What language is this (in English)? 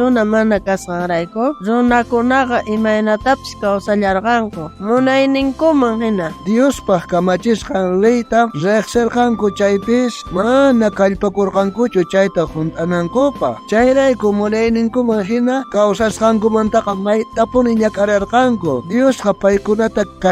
South Bolivian Quechua